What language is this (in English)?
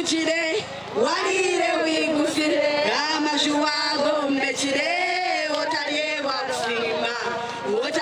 Nyankole